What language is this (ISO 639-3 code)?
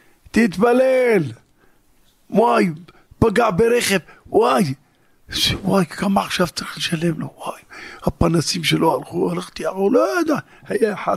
heb